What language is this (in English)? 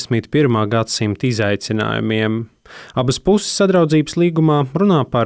Latvian